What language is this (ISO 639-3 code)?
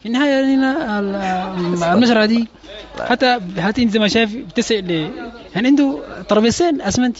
apd